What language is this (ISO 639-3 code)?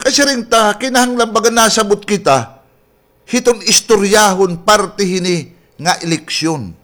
war